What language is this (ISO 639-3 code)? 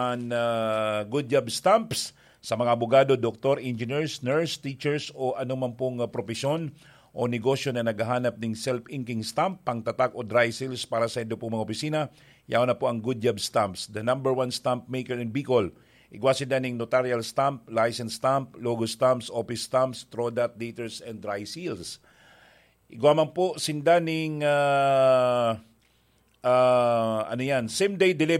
bik